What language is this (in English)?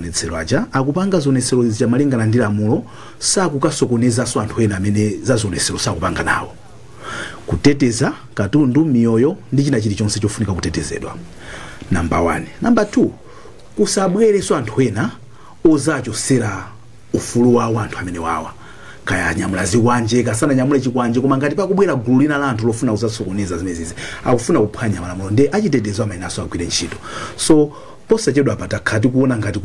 Nyanja